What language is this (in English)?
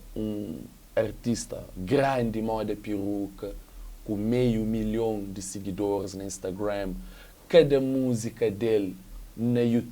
Kabuverdianu